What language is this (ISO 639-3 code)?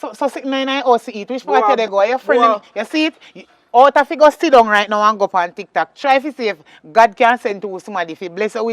jam